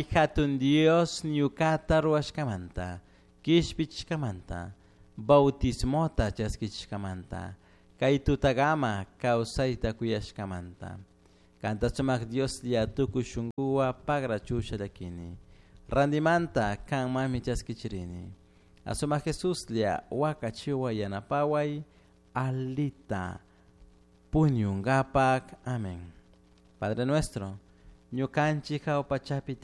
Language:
Chimborazo Highland Quichua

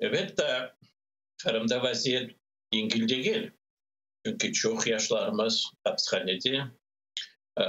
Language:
Crimean Tatar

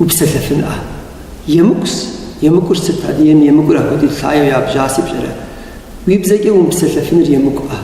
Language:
Kabardian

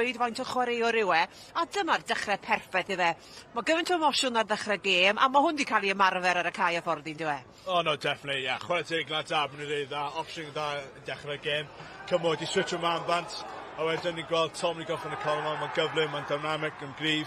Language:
Welsh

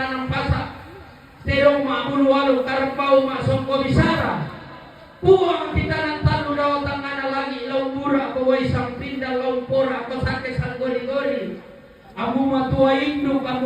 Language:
Toraja-Sa'dan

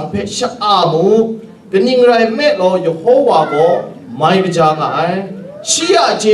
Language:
Kachin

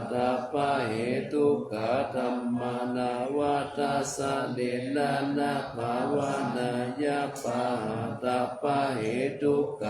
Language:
Pali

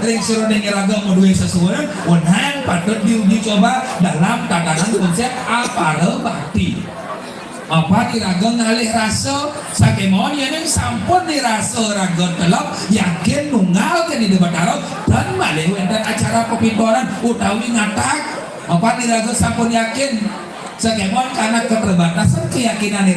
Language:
Balinese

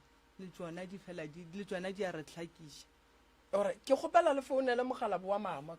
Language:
Northern Sotho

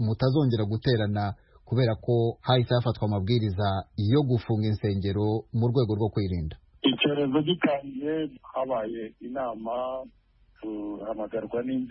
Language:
Kinyarwanda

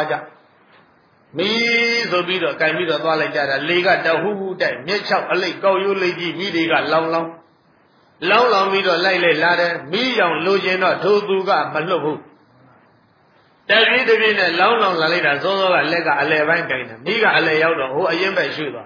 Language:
Burmese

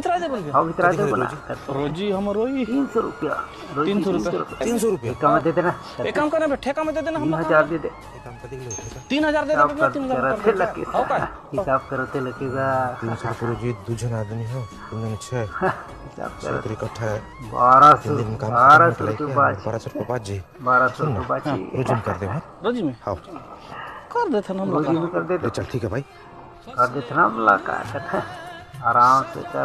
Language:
Chhattisgarhi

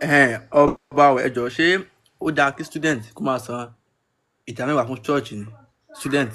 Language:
Yoruba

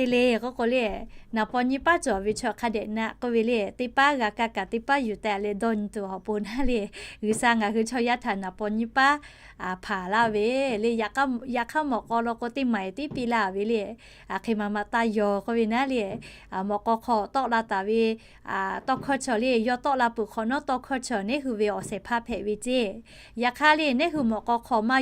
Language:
Lahu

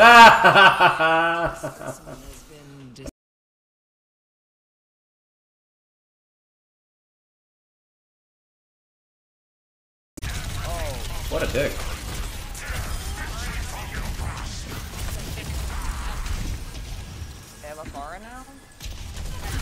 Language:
English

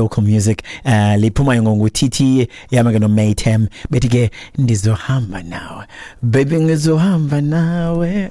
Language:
Xhosa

